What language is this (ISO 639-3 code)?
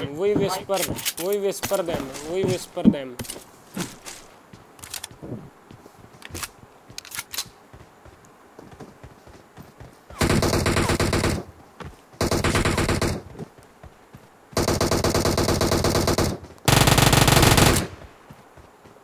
pan